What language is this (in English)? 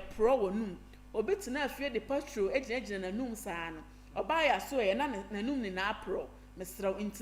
Akan